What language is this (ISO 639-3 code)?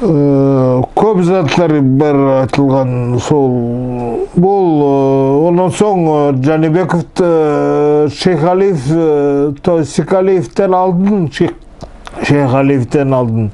nog